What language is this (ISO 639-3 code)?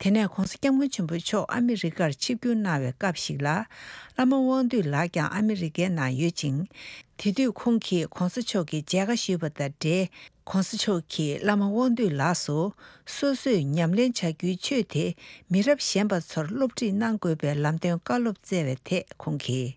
bod